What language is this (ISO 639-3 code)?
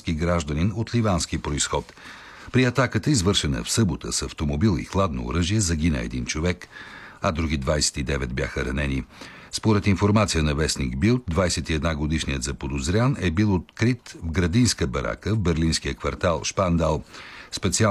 bul